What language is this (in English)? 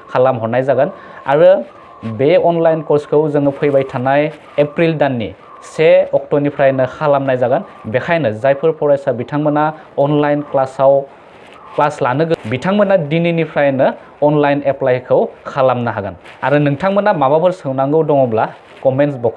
Bodo